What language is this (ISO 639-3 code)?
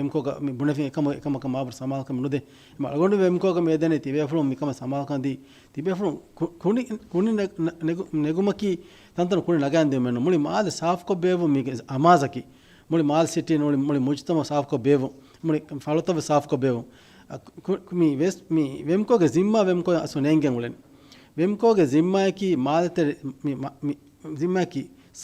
div